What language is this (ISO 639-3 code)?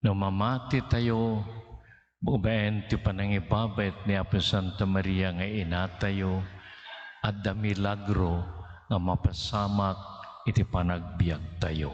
ilo